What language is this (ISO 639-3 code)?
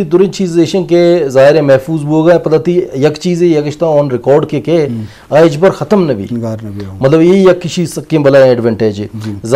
bgp